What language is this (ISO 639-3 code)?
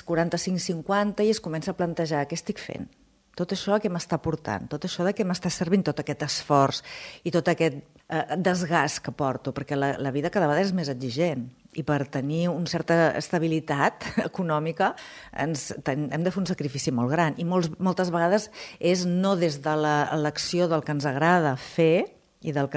cat